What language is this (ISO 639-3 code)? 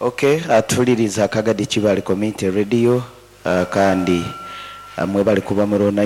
nyo